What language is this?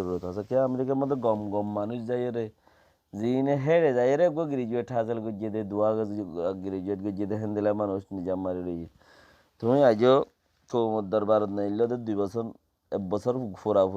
Rohingya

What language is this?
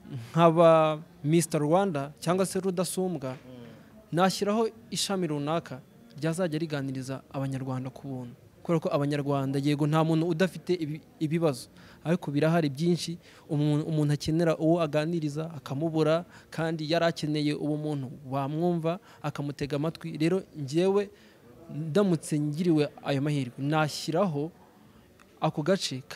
Kinyarwanda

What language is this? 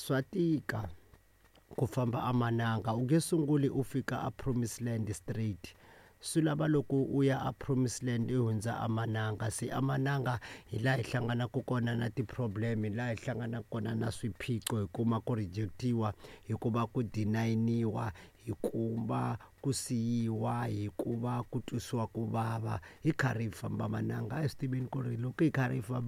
Tsonga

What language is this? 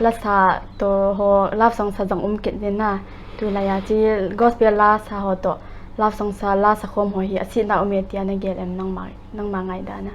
Paite Chin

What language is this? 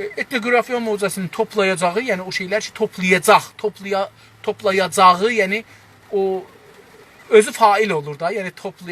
South Azerbaijani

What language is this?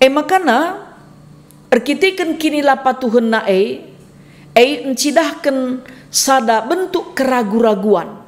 Batak Karo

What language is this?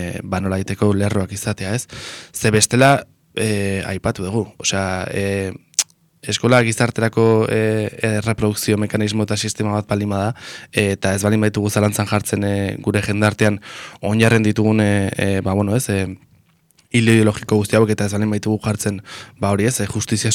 Basque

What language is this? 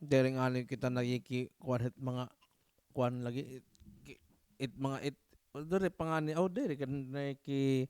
Waray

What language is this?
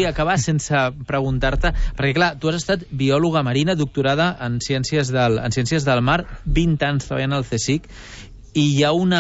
Catalan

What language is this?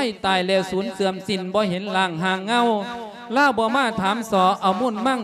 Lao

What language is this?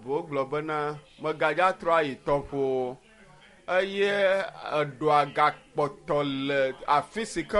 Ewe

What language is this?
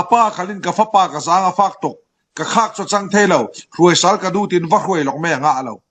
Falam Chin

